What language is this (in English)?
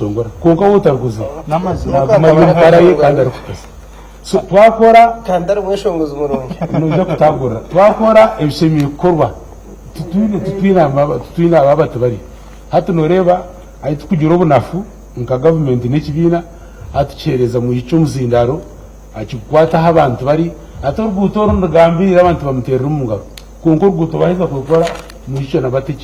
Nyankole